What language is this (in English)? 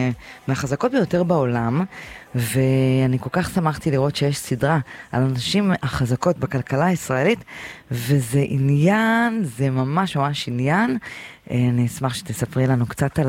Hebrew